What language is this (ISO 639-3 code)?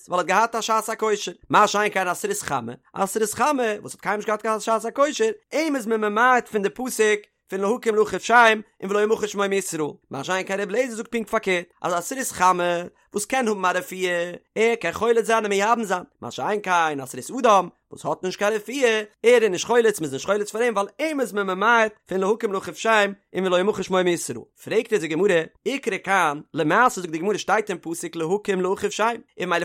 yid